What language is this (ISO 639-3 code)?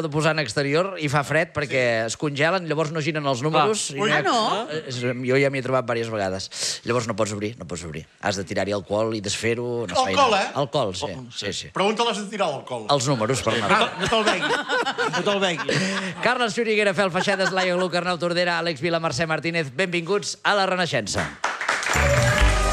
cat